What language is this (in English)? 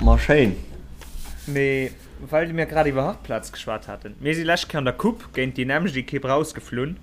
Luxembourgish